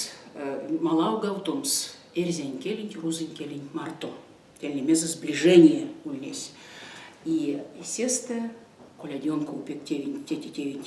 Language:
Erzya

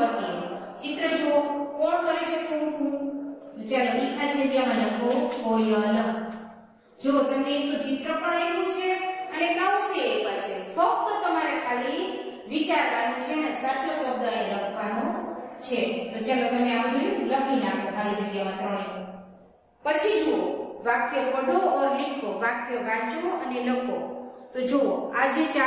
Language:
Gujarati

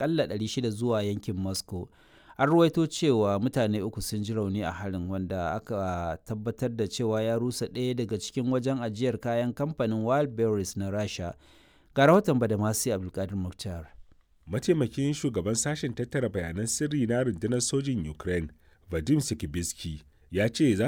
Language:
Hausa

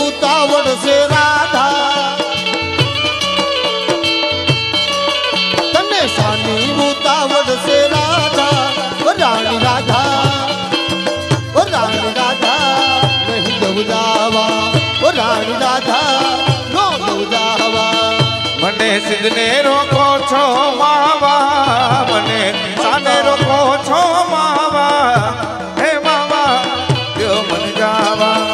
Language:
Gujarati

